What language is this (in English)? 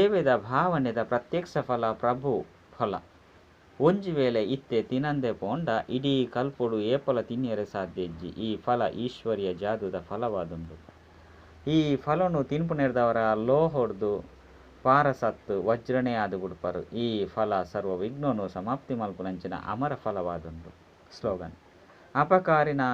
Tulu